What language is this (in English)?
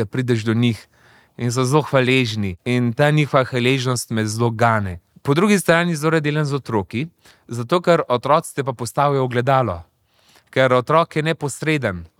Slovenian